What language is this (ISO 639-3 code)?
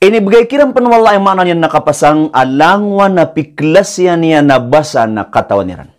mrw